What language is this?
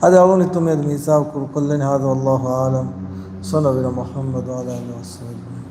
Divehi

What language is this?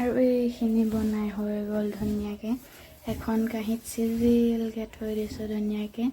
Assamese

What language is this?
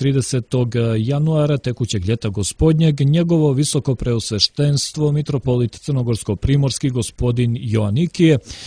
Serbian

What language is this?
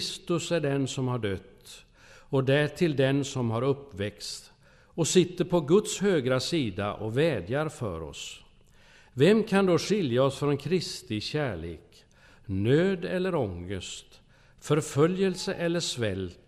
Swedish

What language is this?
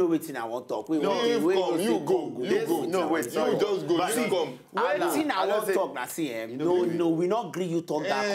Nigerian Pidgin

